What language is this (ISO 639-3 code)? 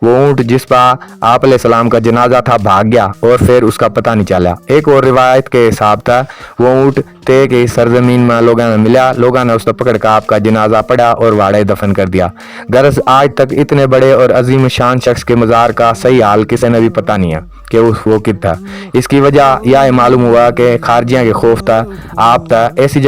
bgc